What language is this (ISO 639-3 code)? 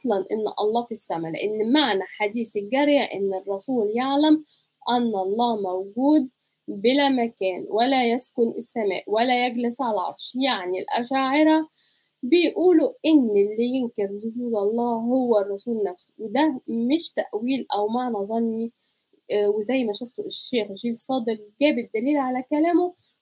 arz